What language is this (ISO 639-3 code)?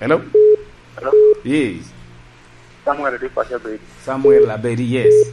laj